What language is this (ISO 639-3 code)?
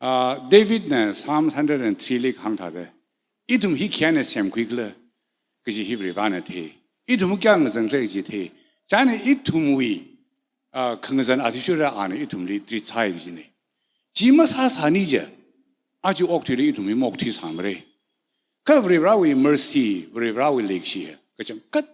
nmf